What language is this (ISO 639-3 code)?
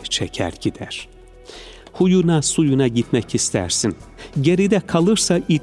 tur